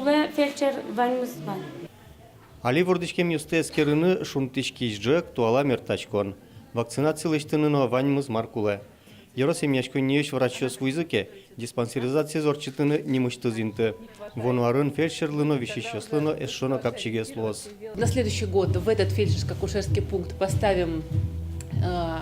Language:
Udmurt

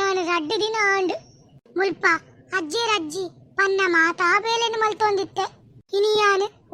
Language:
Tulu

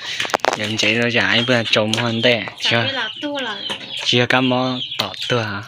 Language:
Hmong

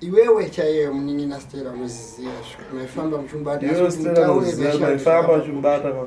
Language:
Shona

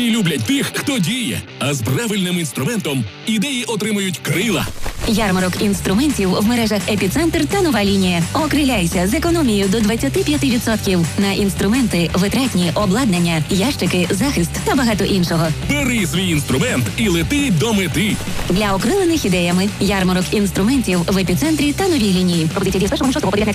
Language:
Ukrainian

